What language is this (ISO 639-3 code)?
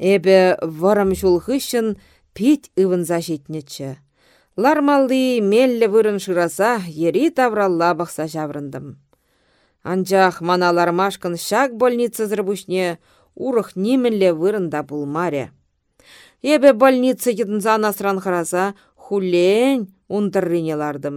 chv